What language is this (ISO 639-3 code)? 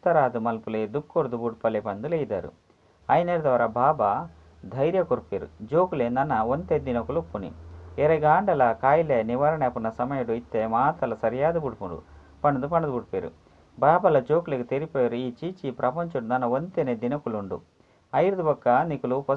tcy